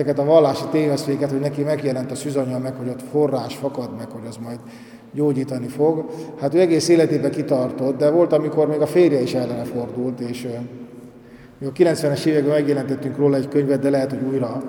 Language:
Hungarian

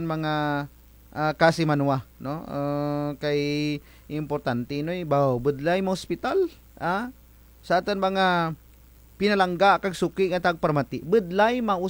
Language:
Kinaray-a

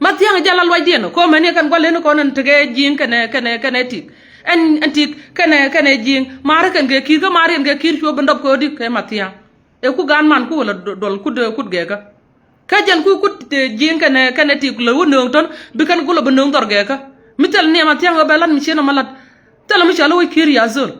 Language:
Nuer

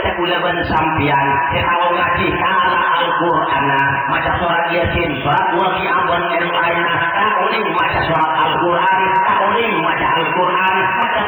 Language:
Madurese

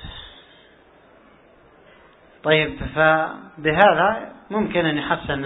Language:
Arabic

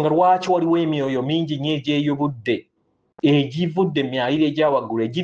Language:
Ganda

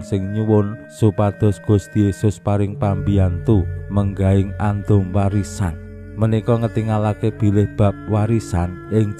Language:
Javanese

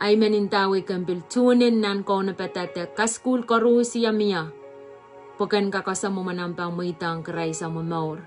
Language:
Pohnpeian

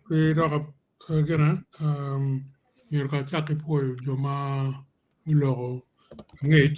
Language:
Acoli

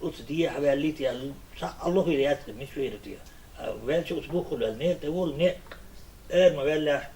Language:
Chechen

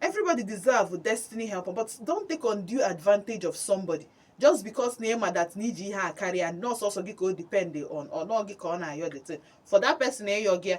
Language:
Igbo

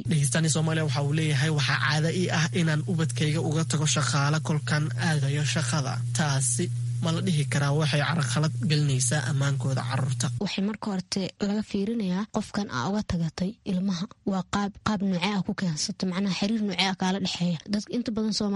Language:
Somali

